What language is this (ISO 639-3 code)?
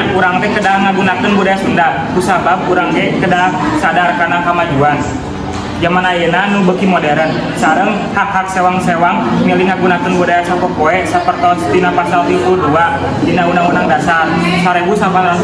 sun